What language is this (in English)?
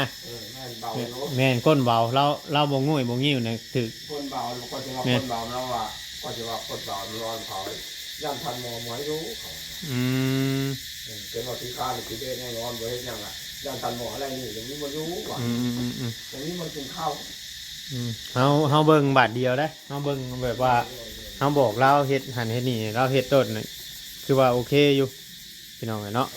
Northeastern Thai